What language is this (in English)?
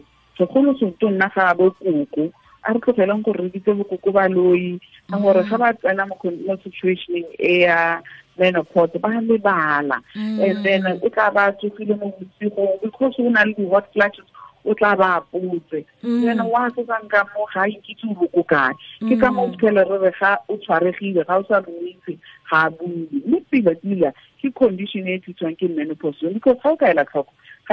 Tswana